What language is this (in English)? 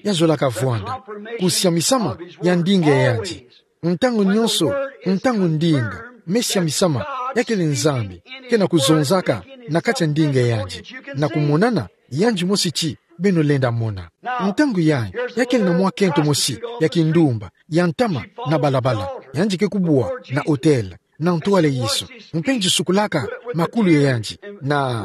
Kituba (Democratic Republic of Congo)